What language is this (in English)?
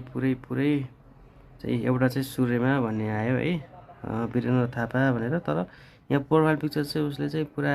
Nepali